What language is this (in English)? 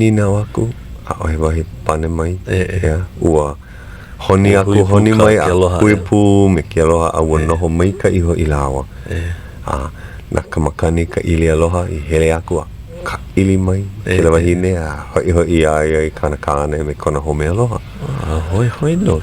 Hawaiian